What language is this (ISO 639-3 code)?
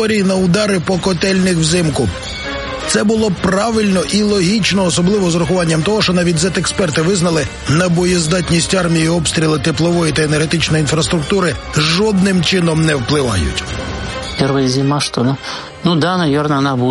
ukr